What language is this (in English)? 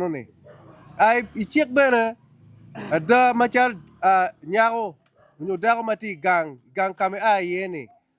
Acoli